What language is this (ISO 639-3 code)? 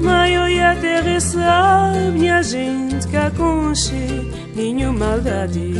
kea